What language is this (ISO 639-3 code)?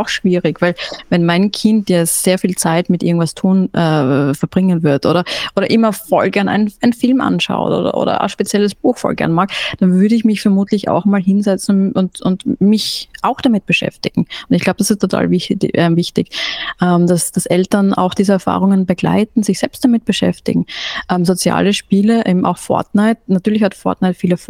deu